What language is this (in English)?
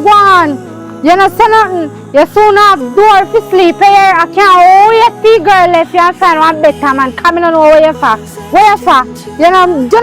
Jamaican Creole English